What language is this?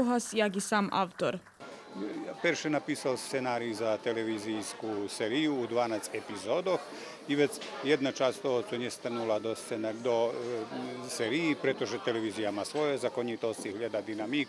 Rusyn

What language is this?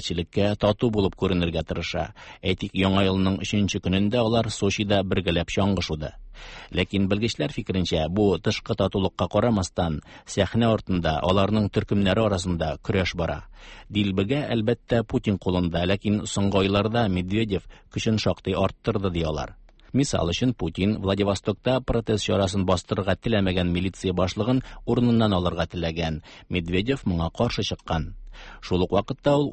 Tatar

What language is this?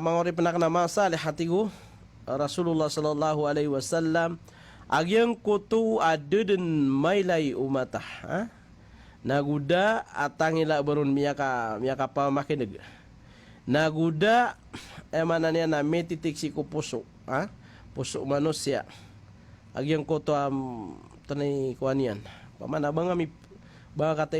Maranao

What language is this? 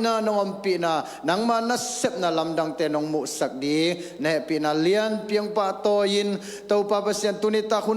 Tedim Chin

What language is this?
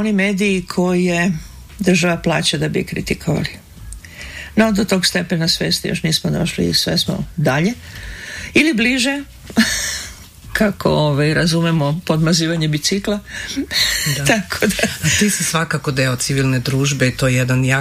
Serbian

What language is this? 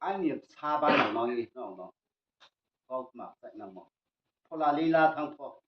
Riang (India)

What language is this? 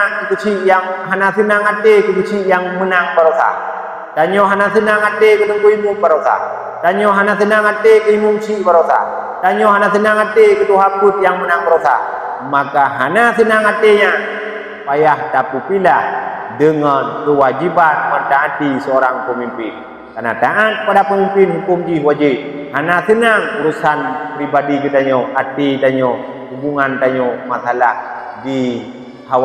Achinese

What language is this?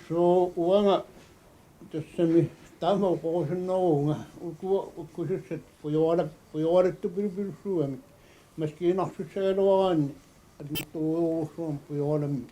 Kalaallisut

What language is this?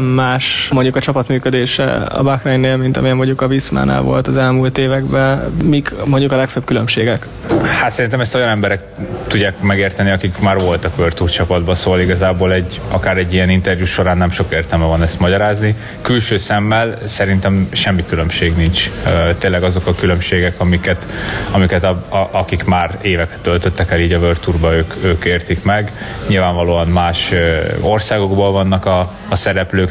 Hungarian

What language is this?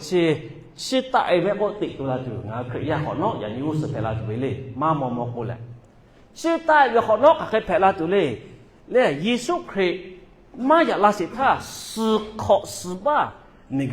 Lahu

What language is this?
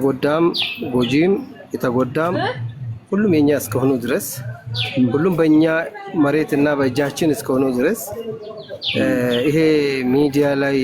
Amharic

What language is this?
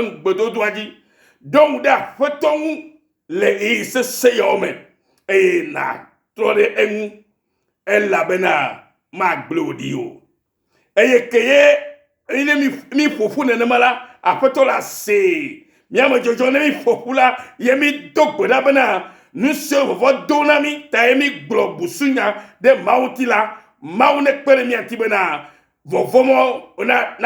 Ewe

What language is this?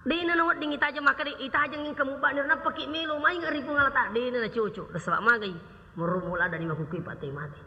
Buginese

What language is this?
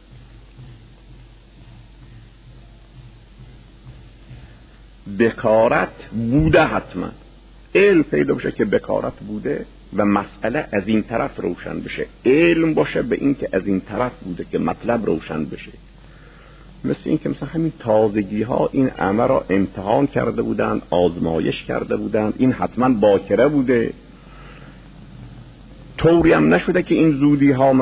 Persian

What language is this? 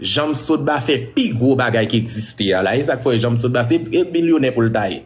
Haitian Creole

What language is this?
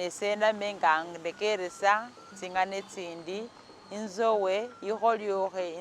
Masaaba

